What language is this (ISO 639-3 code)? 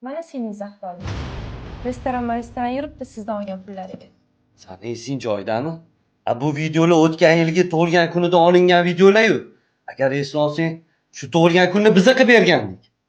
uzb